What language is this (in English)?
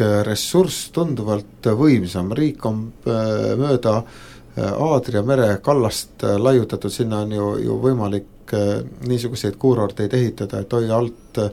Estonian